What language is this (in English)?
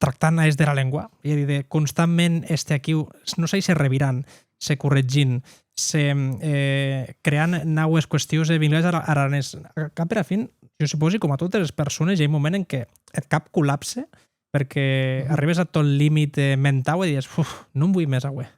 Occitan